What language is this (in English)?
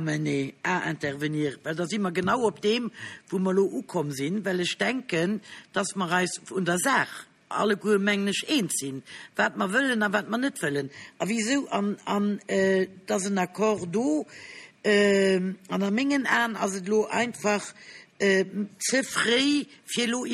Luxembourgish